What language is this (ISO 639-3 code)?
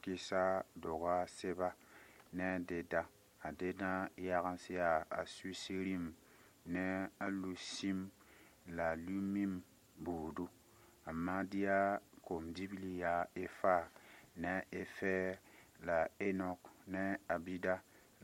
mos